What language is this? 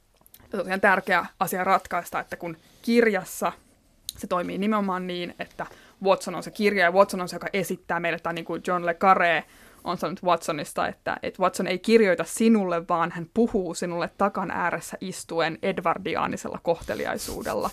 Finnish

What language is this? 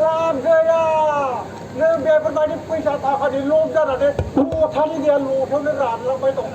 Bodo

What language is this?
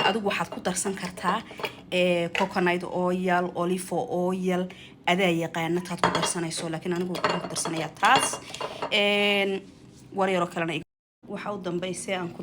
Somali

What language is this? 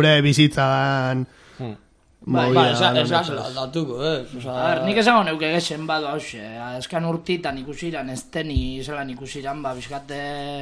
Basque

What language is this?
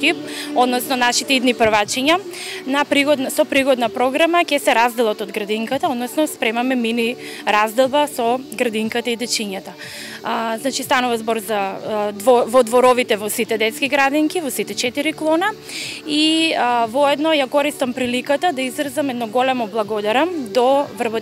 Macedonian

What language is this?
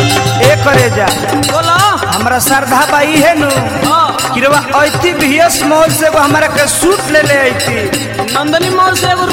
Bhojpuri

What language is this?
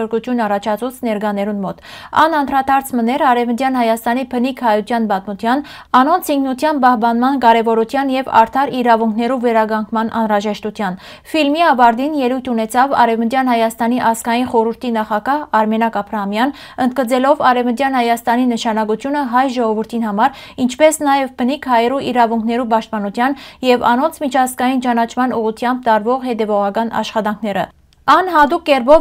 Western Armenian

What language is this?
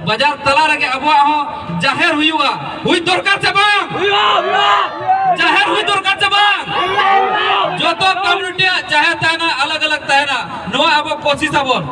Santali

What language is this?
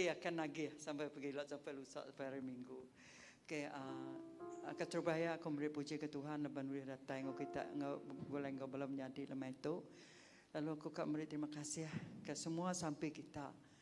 Iban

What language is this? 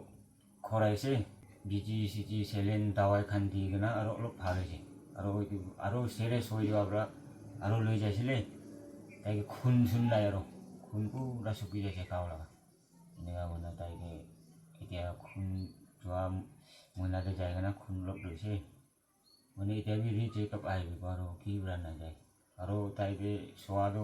Naga Pidgin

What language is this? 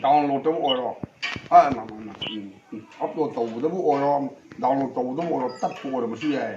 Manipuri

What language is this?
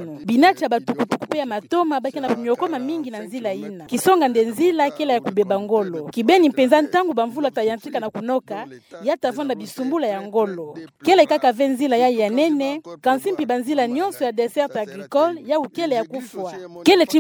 Kituba (Democratic Republic of Congo)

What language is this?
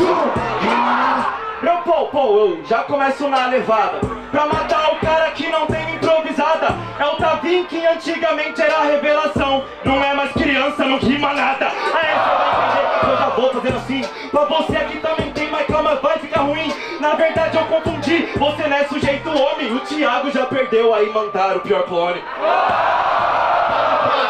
Portuguese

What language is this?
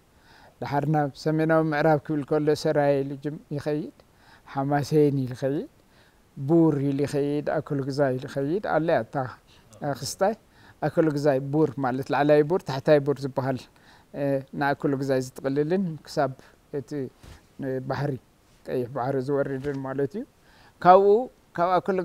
Tigrinya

